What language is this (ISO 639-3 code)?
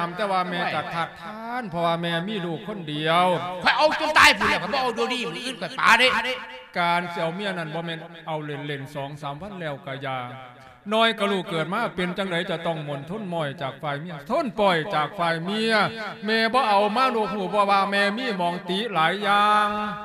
lao